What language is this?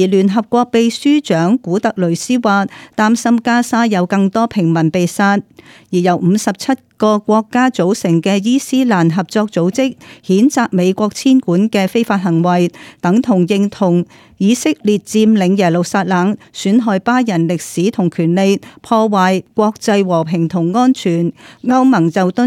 Cantonese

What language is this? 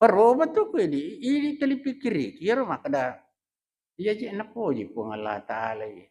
Buginese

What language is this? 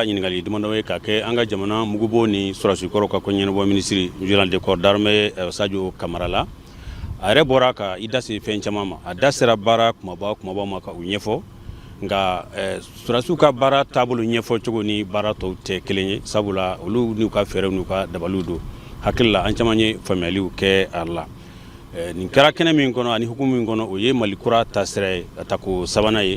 Bambara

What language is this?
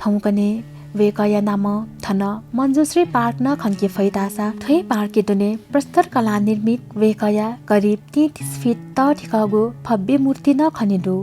Newari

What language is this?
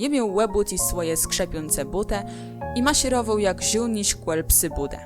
Kashubian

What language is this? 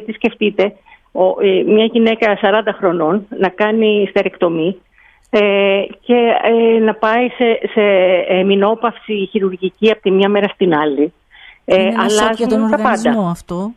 Greek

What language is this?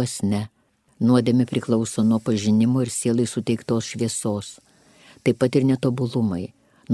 Lithuanian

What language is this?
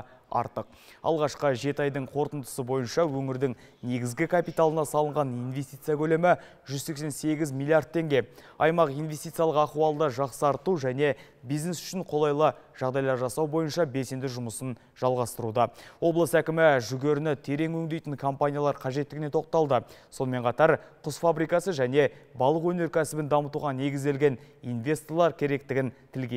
Kazakh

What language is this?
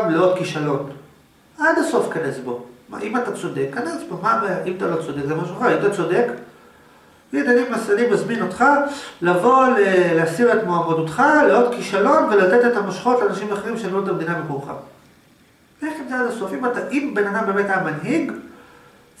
Hebrew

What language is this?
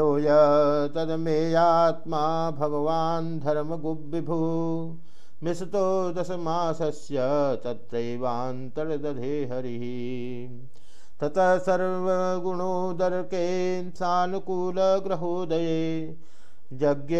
Sanskrit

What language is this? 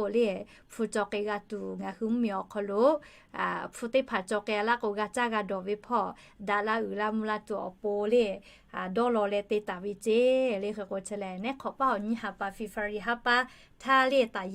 Lahu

